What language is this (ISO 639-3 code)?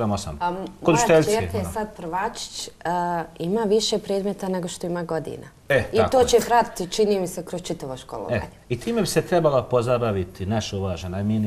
bos